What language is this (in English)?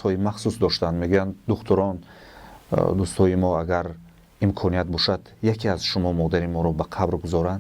Tajik